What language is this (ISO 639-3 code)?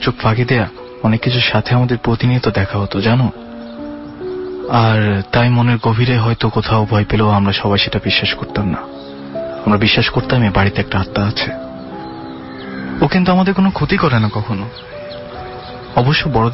ben